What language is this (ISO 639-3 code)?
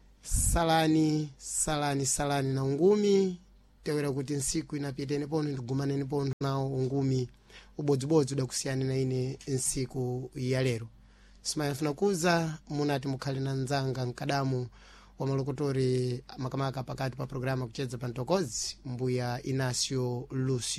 seh